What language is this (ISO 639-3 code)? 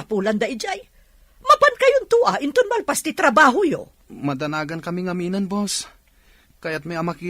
ilo